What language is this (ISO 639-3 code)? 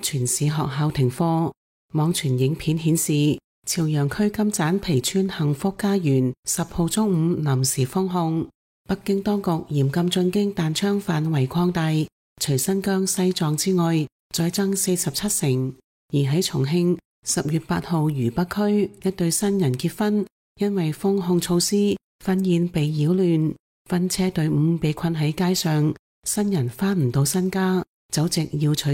yue